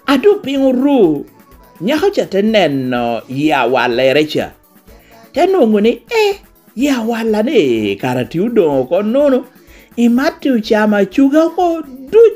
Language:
Lango (Uganda)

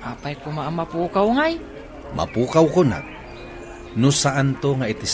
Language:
Iloko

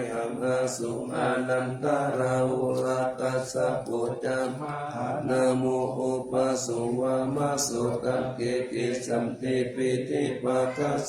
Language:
Pali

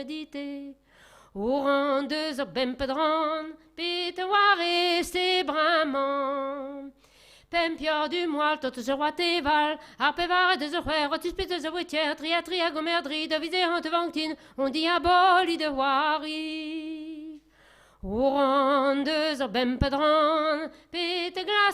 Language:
Breton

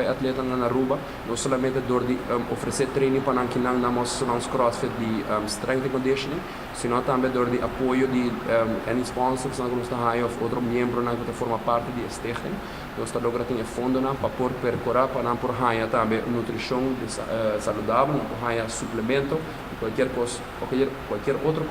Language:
Papiamento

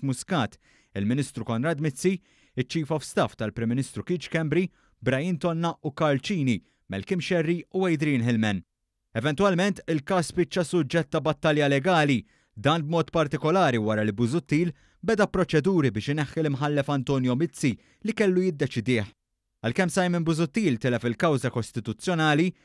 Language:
Maltese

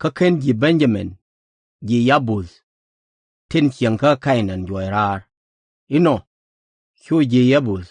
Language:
Nuer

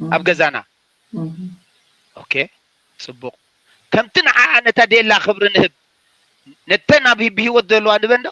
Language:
Tigrinya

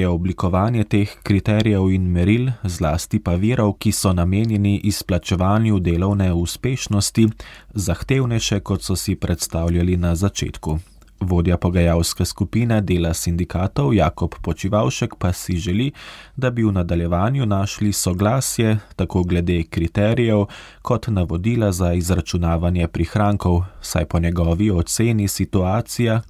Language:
Slovenian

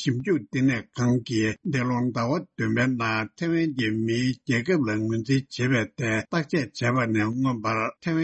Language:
Tibetan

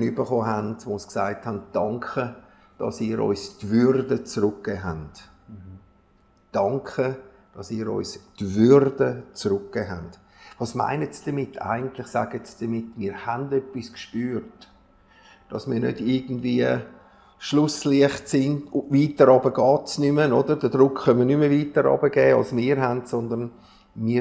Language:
Swiss German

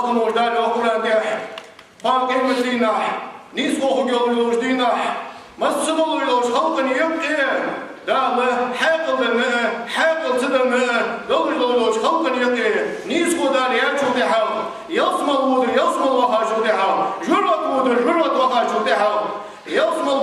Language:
Ingush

